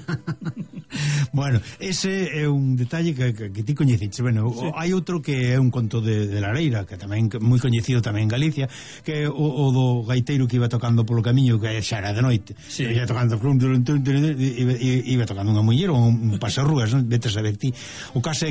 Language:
Galician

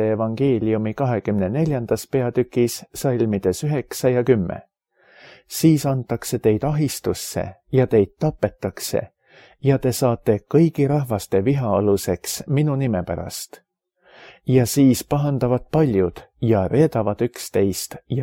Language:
Estonian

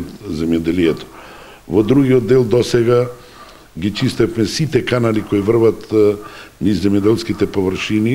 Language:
Macedonian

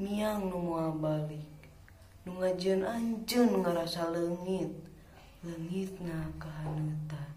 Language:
Sundanese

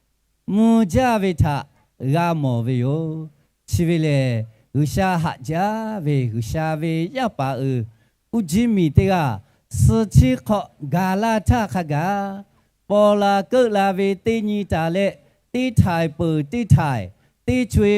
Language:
Lahu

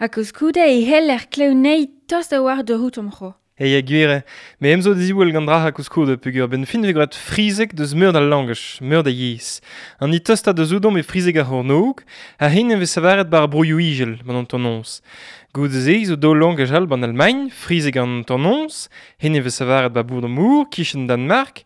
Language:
Breton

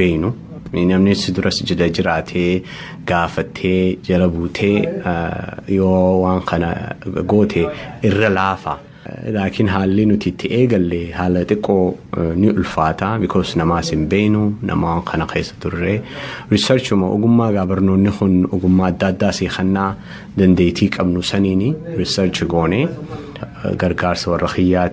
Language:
Oromo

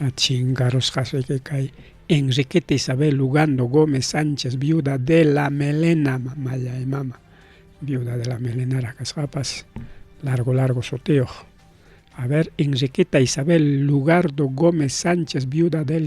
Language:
Ayacucho Quechua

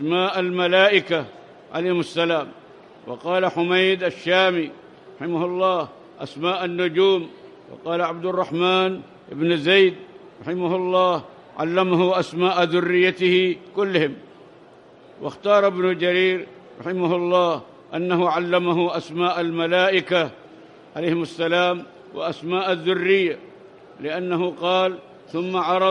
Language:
Arabic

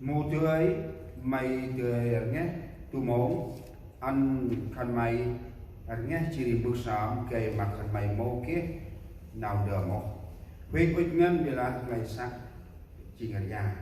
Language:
Central Mnong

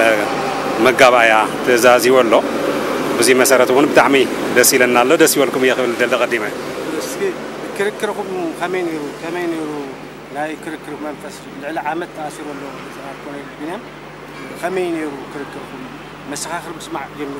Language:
Tigrinya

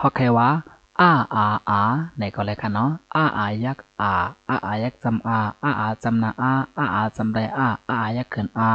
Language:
Shan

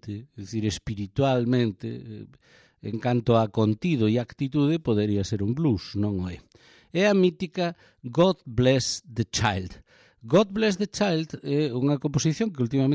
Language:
Galician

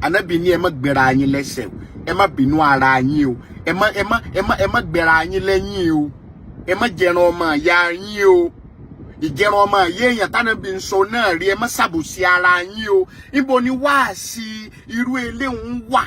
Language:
Yoruba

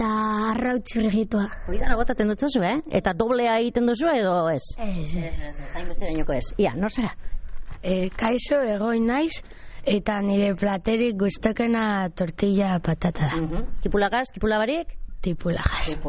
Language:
Basque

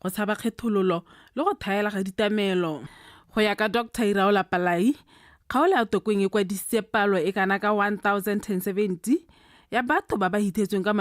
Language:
Tswana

